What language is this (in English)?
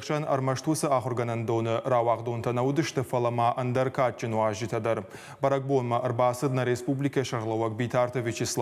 Ossetic